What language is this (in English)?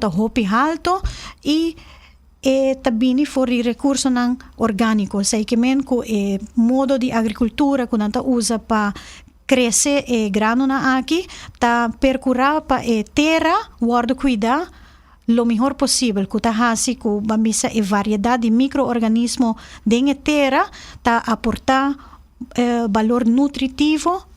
Papiamento